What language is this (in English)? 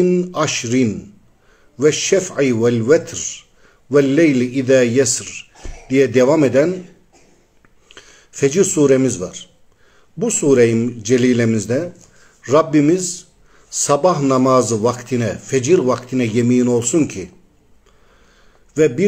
Turkish